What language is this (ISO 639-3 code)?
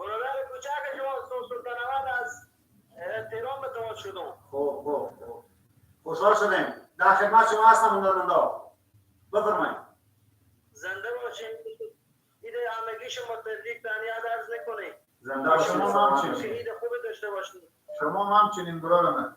fas